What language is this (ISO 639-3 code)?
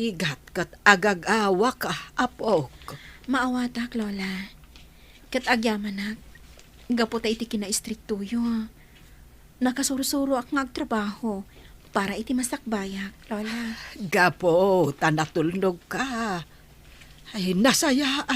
ilo